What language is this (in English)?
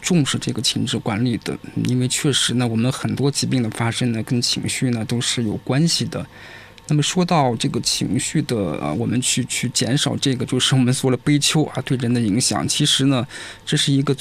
Chinese